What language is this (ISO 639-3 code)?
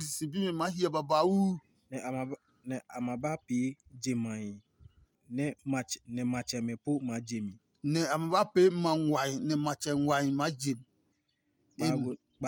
ada